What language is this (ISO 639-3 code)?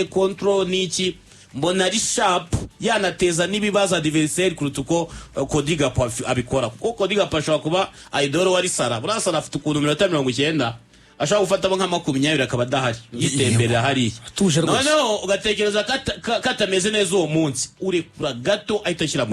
kin